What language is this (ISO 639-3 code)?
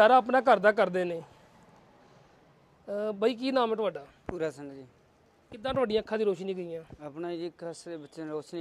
pan